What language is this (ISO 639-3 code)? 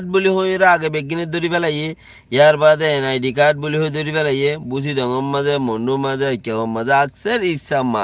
rhg